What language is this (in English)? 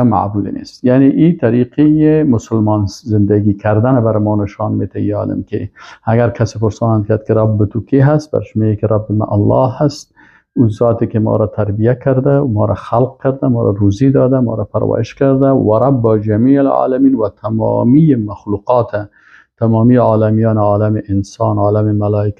Persian